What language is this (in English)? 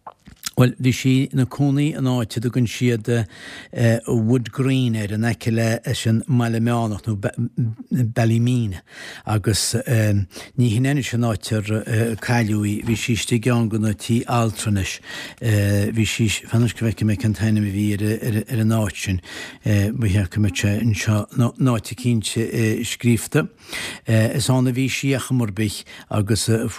Irish